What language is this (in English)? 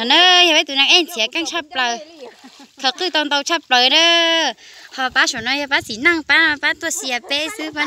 Hmong